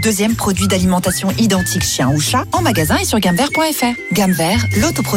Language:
French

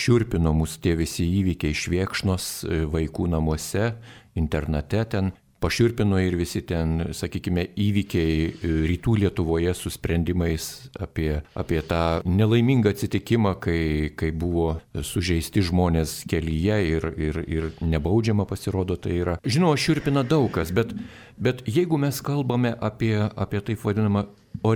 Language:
Lithuanian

